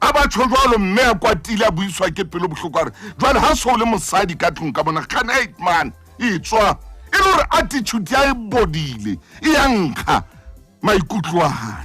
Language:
Southern Sotho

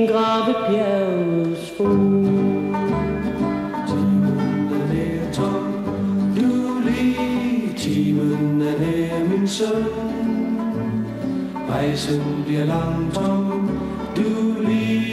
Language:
Danish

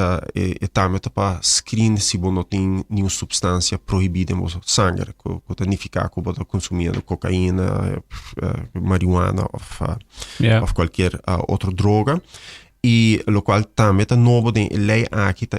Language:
Papiamento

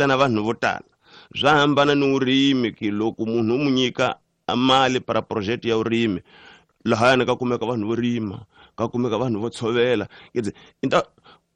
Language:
Tsonga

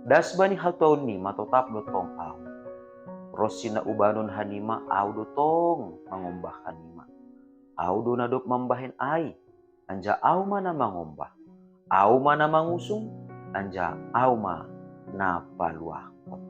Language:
Batak Simalungun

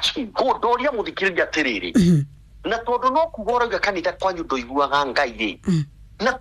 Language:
Kikuyu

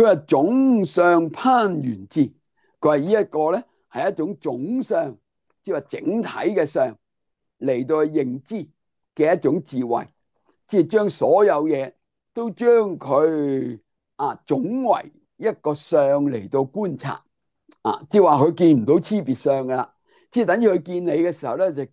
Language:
Cantonese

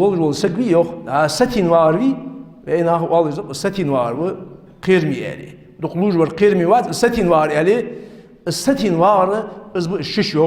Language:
Ingush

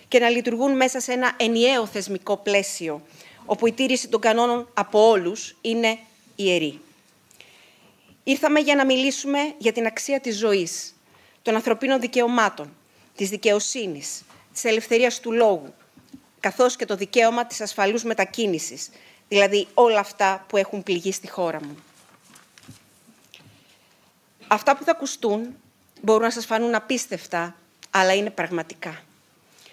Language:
Greek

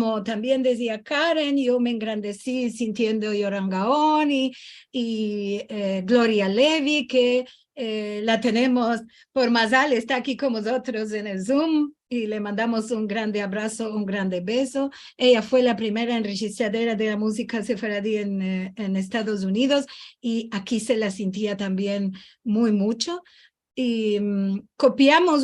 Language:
Ladino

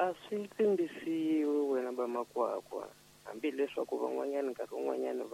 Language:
Tsonga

